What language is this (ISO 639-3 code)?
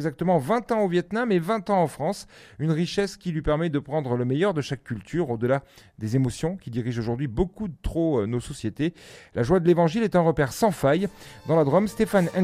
fra